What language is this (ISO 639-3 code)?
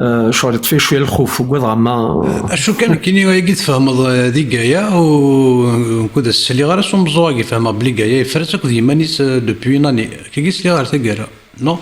kab